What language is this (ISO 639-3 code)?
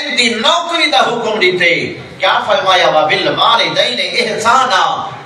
skr